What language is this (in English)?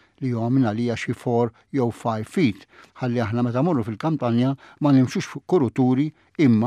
Maltese